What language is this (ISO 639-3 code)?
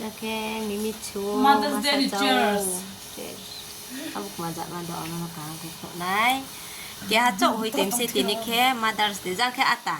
ria